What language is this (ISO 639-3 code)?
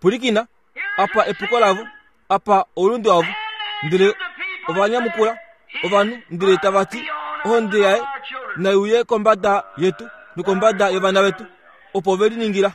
kua